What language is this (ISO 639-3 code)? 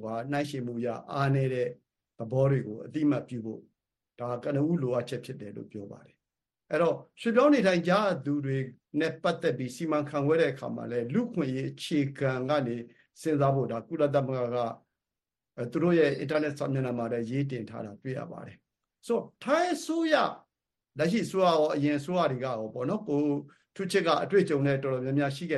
mya